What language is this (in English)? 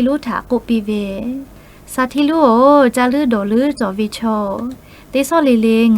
Lahu